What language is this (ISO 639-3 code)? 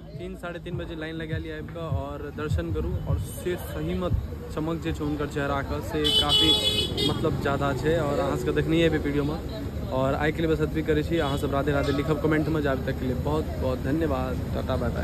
mai